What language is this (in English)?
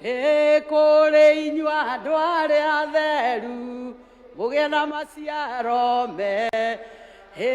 Kikuyu